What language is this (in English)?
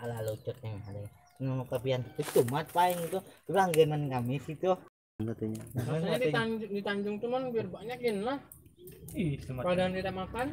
Banjar